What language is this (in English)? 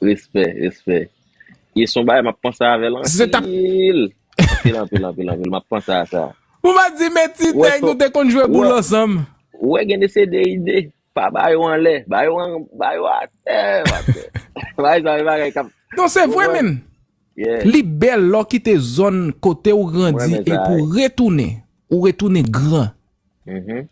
Haitian Creole